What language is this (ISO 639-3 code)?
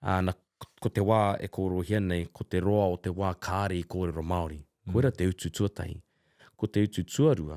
mri